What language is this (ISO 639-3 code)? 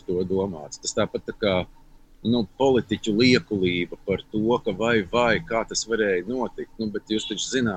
lav